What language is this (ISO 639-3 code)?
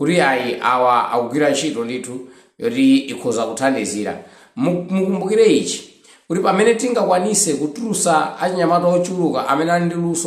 nya